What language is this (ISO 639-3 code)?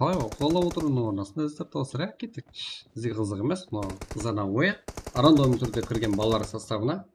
kaa